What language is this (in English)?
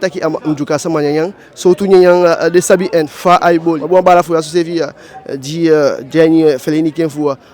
Eastern Maroon Creole